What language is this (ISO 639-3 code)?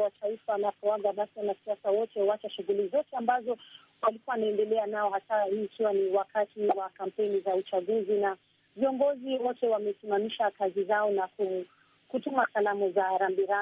swa